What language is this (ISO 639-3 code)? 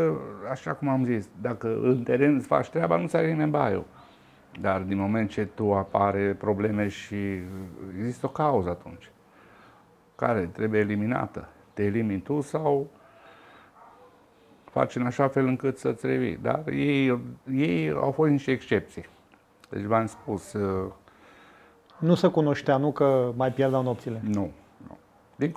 ron